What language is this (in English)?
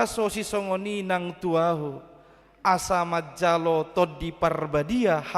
Batak Toba